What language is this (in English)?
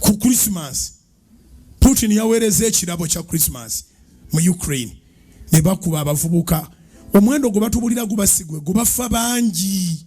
Ganda